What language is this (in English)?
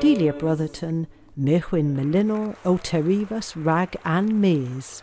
Cornish